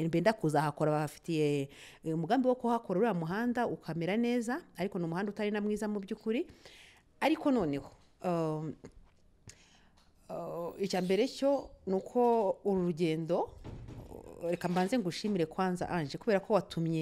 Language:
Kinyarwanda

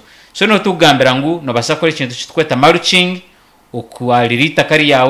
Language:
Nyankole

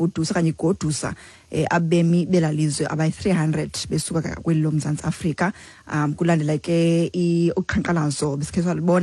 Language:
Xhosa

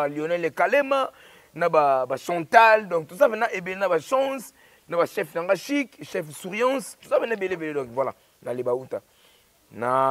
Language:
Lingala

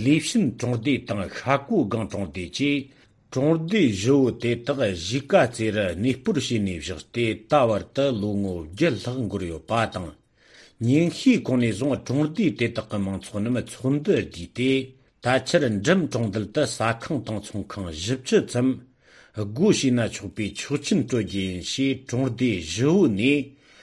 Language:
Tibetan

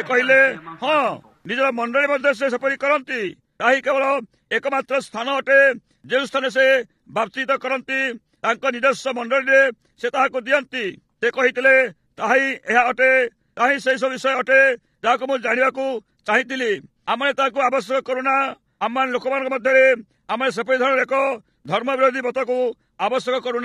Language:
Odia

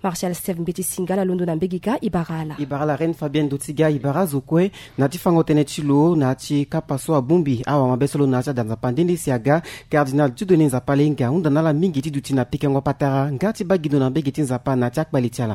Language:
Sango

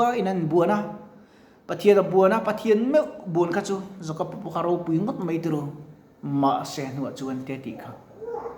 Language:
Mizo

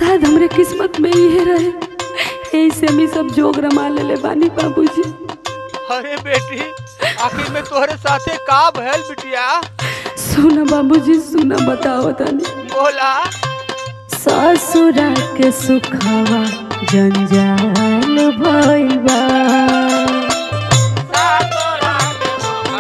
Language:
Bhojpuri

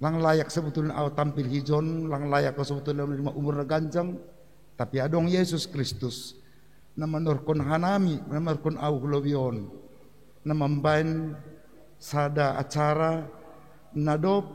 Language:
Batak Simalungun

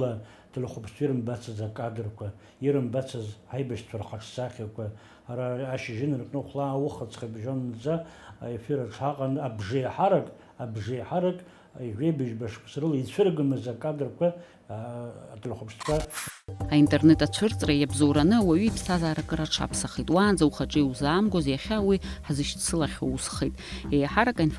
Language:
Abkhazian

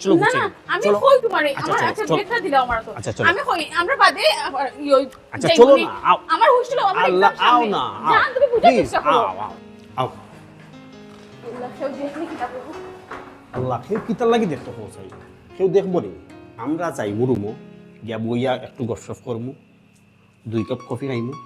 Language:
Sylheti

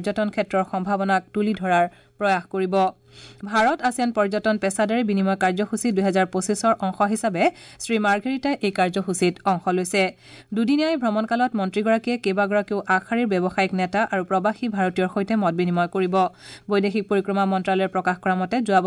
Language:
Assamese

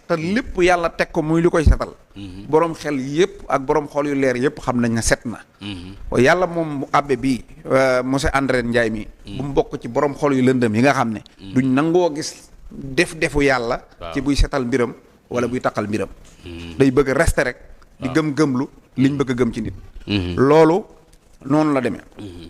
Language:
Wolof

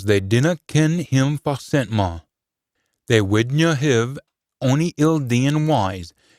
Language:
Scots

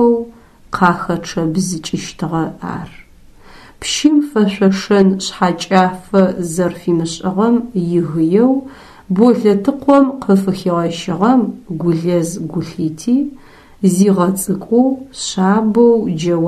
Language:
Adyghe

